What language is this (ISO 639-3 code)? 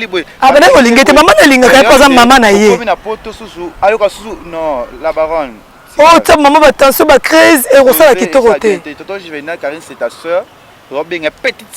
lin